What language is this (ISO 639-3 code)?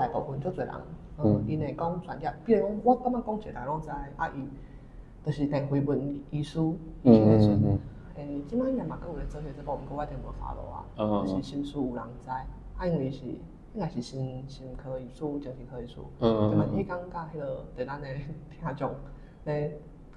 nan